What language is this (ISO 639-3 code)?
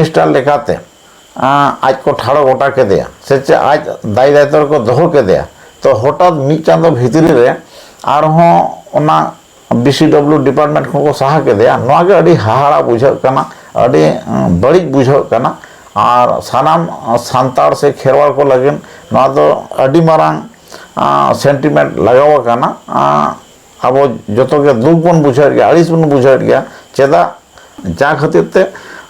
sat